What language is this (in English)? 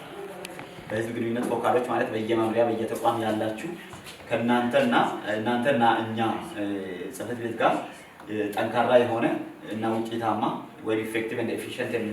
Amharic